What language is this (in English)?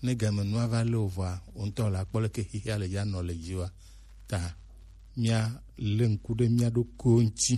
Gen